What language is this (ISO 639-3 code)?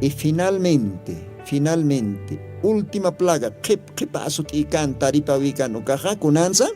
aym